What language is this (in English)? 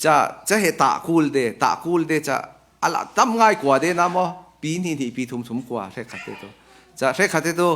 Falam Chin